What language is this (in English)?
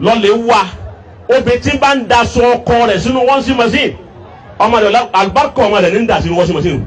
Yoruba